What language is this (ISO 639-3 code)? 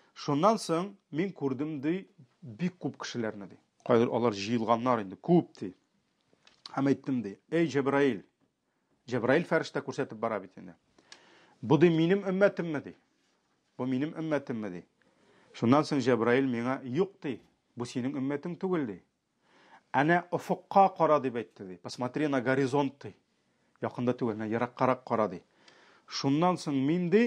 tat